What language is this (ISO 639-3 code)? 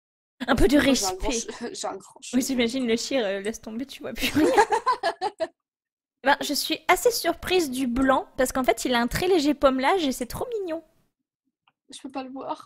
fra